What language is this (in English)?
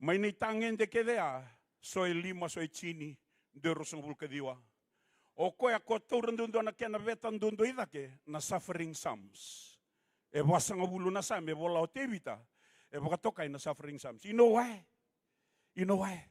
Fijian